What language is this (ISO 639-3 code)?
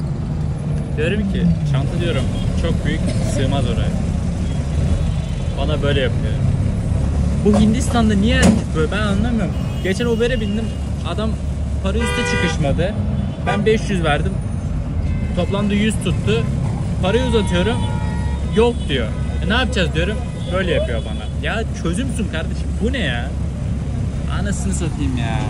tur